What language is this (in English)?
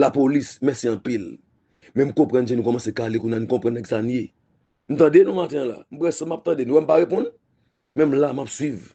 Haitian Creole